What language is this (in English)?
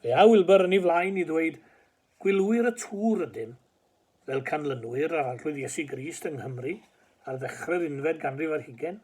Welsh